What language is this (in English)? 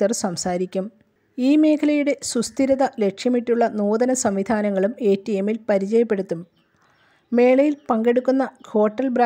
Malayalam